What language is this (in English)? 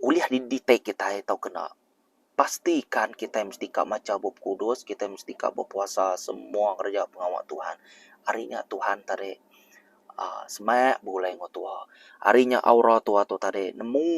Iban